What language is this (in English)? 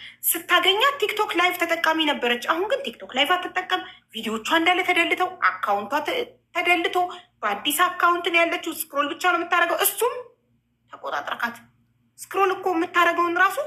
Amharic